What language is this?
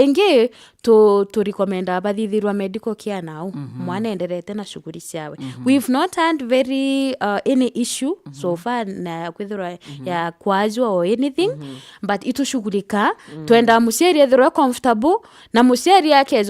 Meru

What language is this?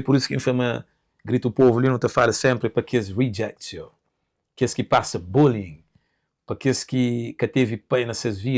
Kabuverdianu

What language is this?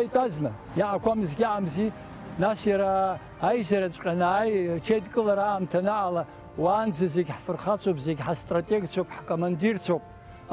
Abkhazian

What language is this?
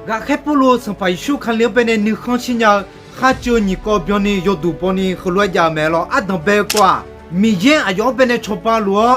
Akha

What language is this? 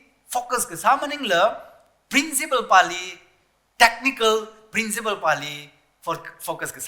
Tangkhul Naga (India)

